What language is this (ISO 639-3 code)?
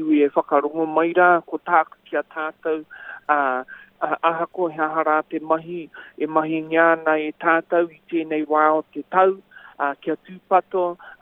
mri